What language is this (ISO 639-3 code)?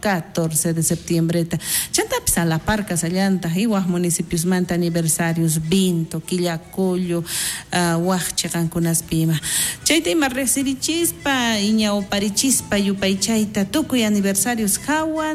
quh